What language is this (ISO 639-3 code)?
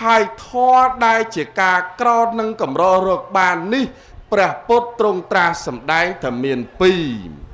khm